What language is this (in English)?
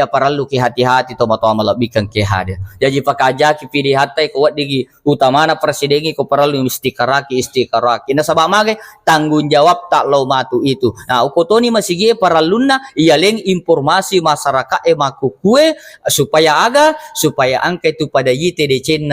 Buginese